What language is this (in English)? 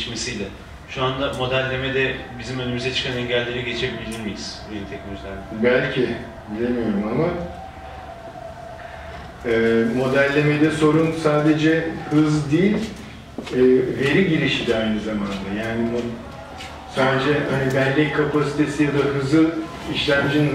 Turkish